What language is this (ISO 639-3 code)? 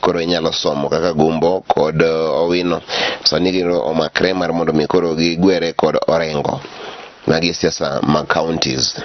luo